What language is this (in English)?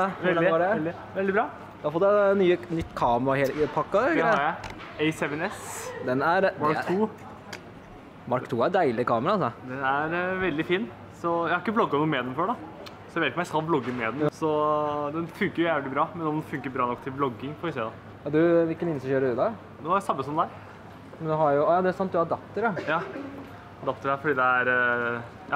Norwegian